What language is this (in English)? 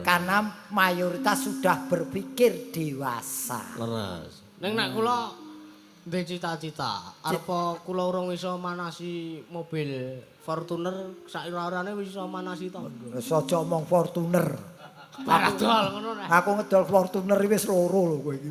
Javanese